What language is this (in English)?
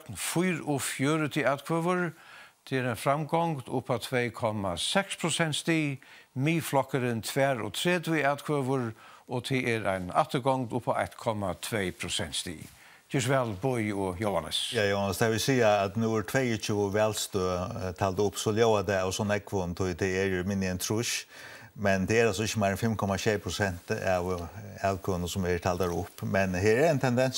Faroese